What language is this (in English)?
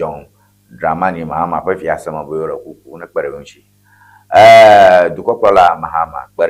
Ewe